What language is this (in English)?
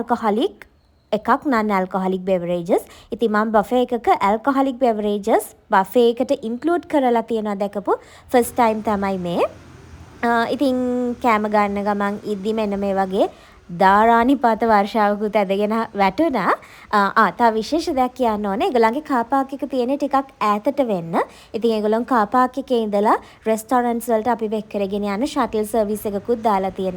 Sinhala